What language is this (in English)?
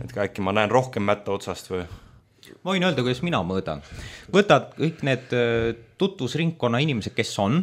Estonian